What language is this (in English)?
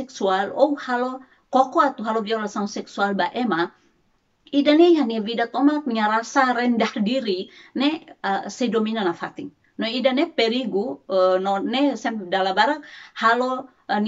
Tetum